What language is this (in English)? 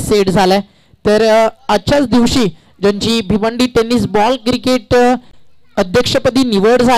Marathi